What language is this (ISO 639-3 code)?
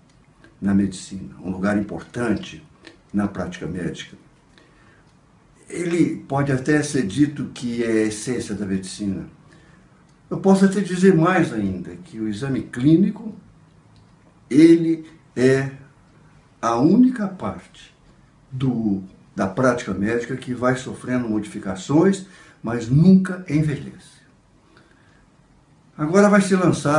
por